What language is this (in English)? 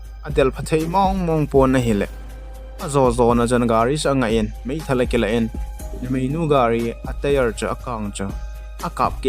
Thado Chin